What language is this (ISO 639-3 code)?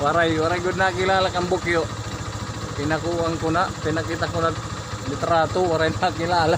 war